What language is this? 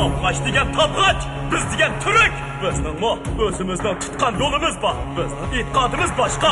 Uyghur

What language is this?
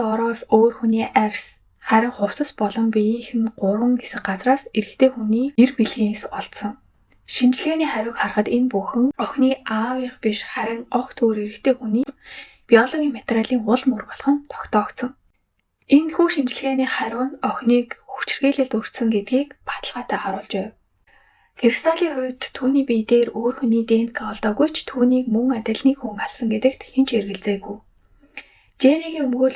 Mongolian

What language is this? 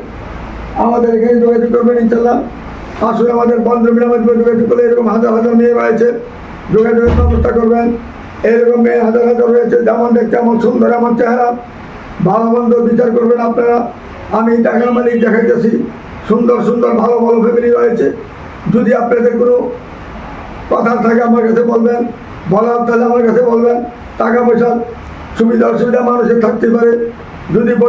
Bangla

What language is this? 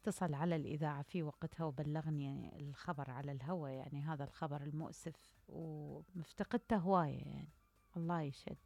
Mesopotamian Arabic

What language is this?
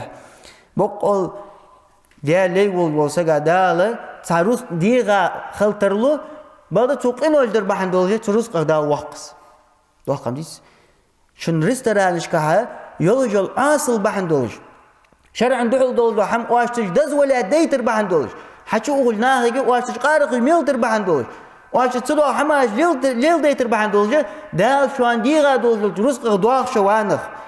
Ingush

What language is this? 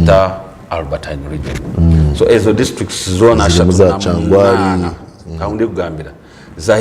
Nyankole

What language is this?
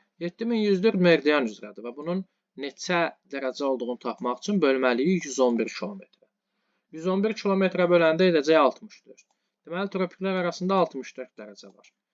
Azerbaijani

